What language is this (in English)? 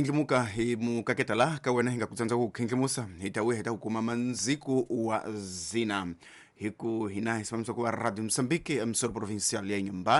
Tsonga